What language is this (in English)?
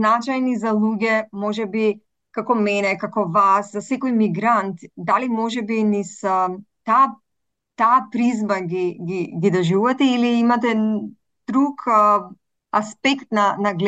Macedonian